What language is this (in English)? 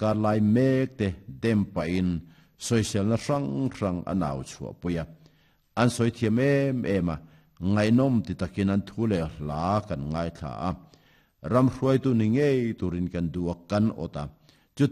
Mizo